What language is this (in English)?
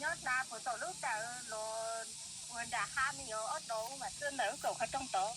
Hmong